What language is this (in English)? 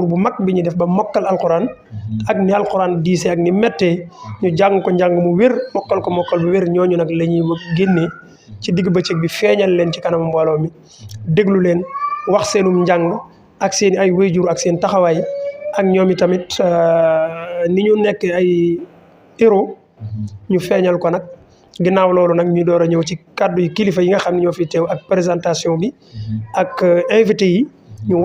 Wolof